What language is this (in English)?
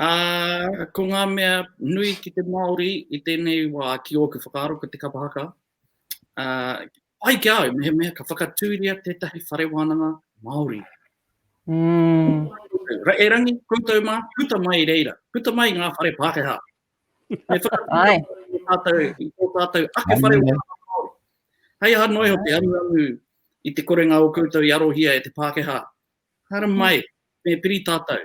Māori